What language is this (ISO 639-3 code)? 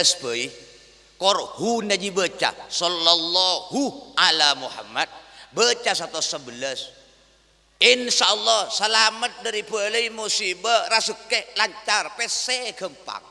mad